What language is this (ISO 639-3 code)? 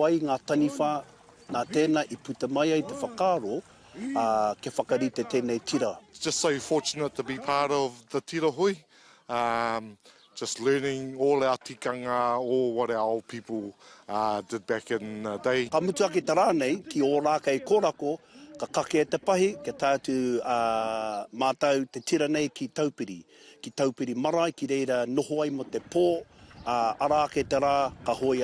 mri